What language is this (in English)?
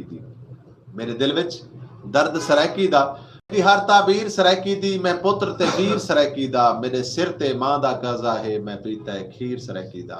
Saraiki